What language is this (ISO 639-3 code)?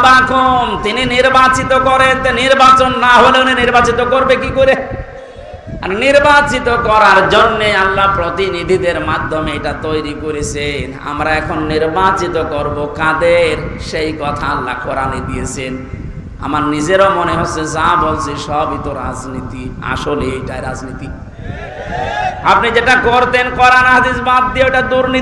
ben